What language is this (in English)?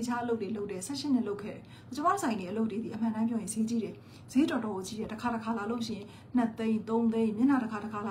Burmese